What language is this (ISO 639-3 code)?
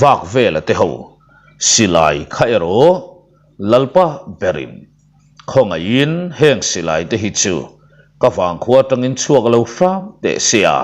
lus